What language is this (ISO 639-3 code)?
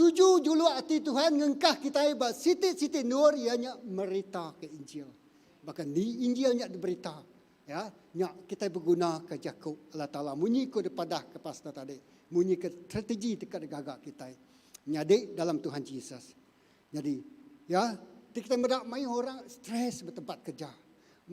iba